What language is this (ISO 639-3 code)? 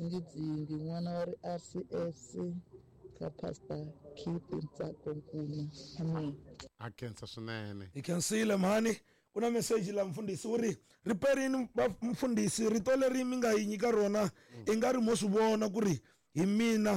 tso